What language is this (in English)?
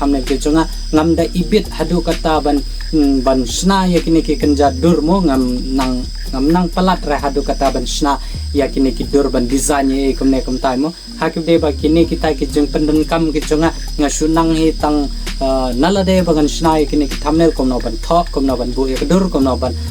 Khasi